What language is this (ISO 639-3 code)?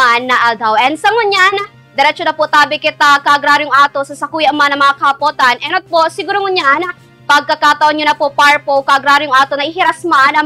bik